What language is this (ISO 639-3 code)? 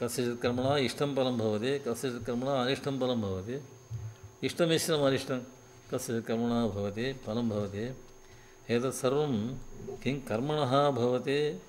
san